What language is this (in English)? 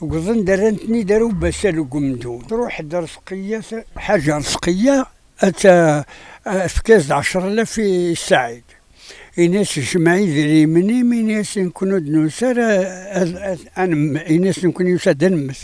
Kabyle